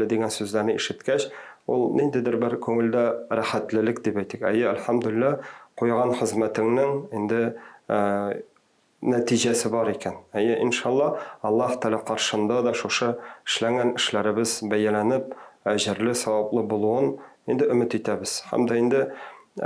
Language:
Tatar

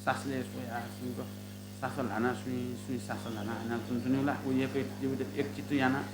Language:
Newari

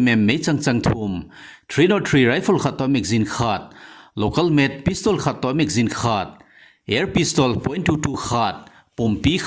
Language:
Thado Chin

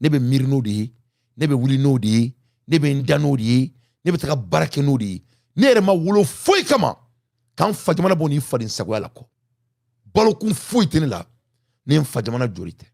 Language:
Bambara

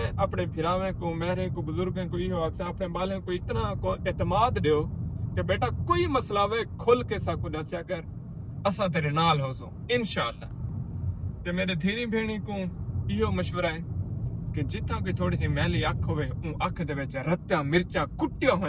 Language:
Saraiki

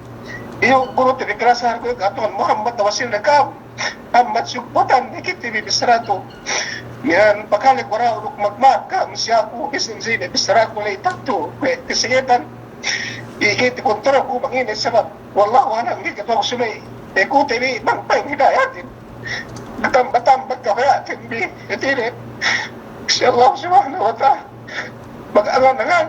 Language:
Yakan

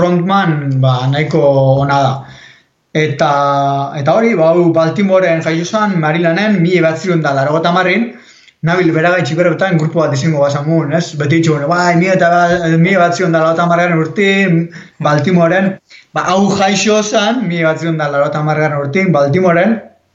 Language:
Basque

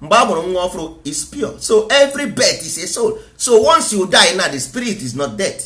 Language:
Igbo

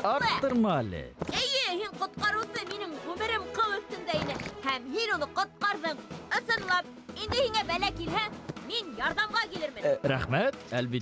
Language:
Bashkir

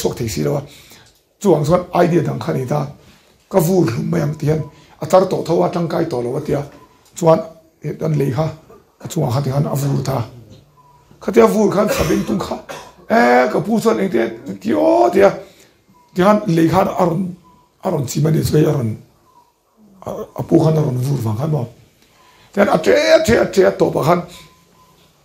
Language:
Mizo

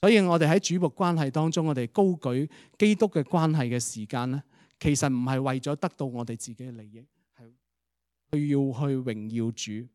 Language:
Cantonese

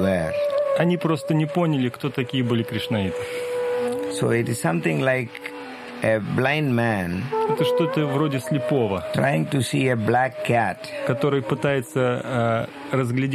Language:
Russian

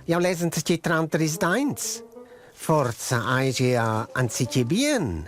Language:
Romansh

